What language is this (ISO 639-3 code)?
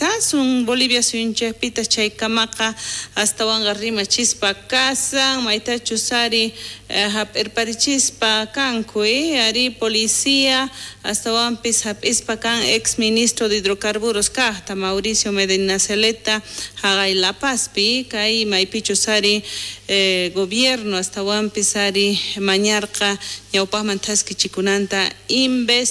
quh